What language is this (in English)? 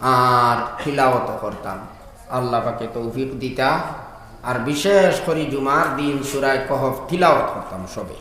Sylheti